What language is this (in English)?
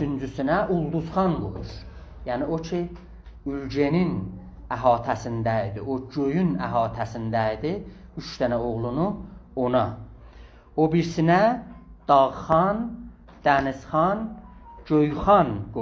South Azerbaijani